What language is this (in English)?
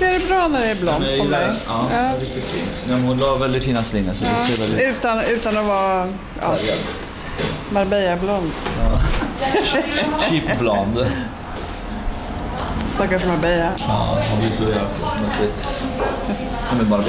Swedish